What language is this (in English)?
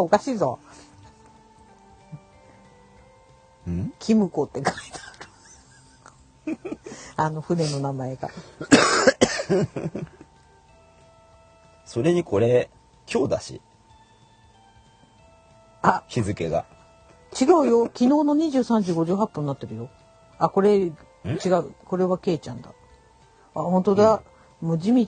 Japanese